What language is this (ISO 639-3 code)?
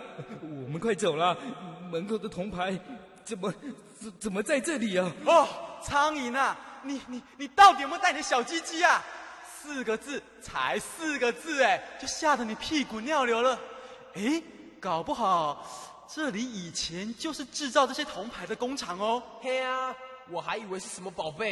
zho